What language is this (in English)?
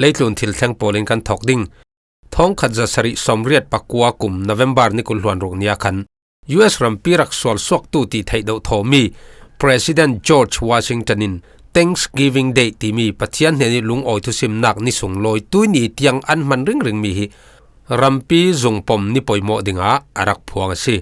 Falam Chin